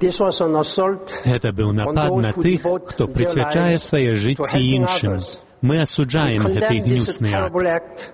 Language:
Belarusian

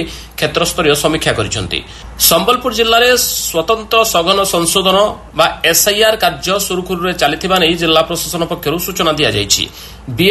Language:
Odia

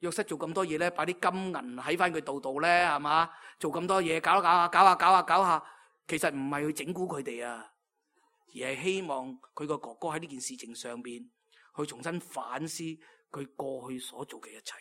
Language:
Cantonese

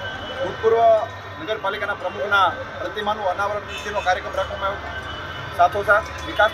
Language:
Gujarati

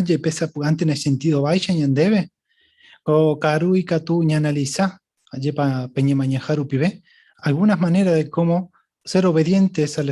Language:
Guarani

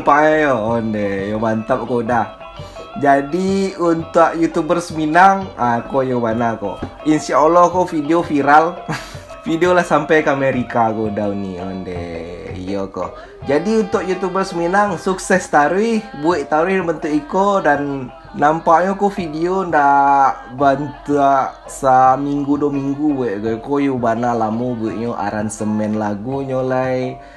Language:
Minangkabau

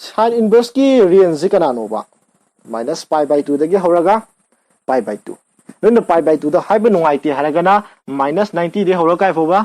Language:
Manipuri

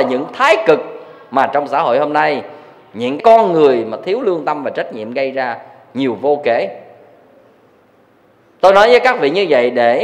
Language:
Vietnamese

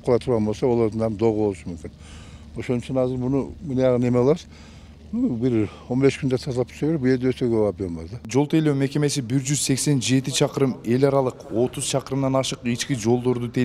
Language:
Kyrgyz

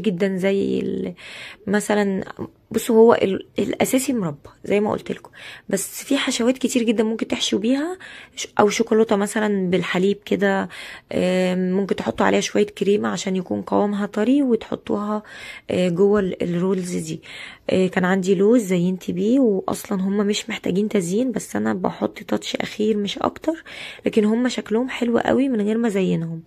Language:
Egyptian Arabic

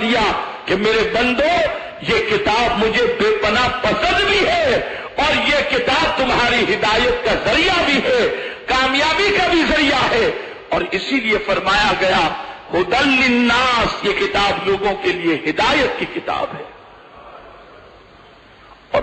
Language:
Urdu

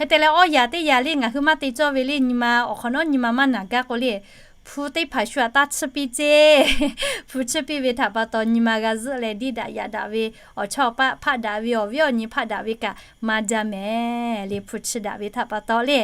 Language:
Lahu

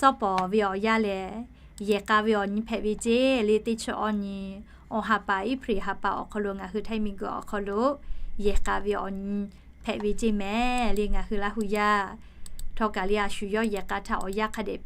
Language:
Lahu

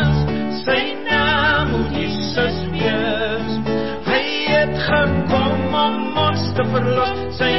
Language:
Afrikaans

